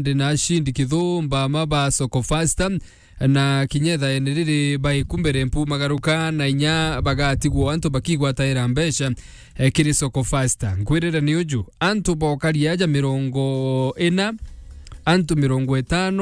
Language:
Meru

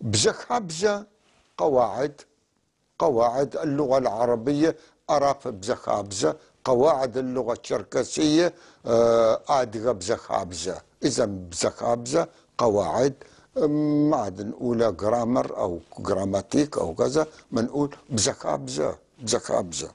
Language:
North Levantine Arabic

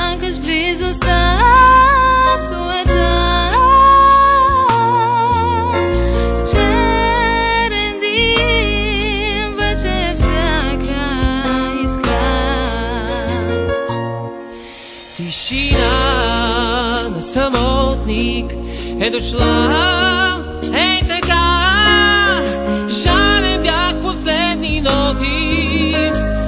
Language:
Bulgarian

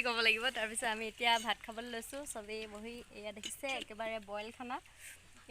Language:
Assamese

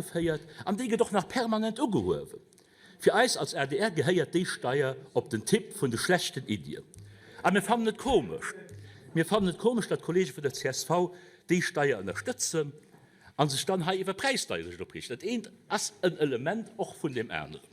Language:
Luxembourgish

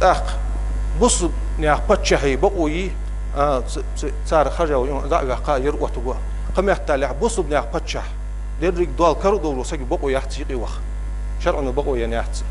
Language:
Ingush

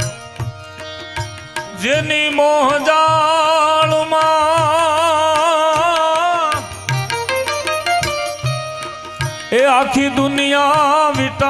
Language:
Gujarati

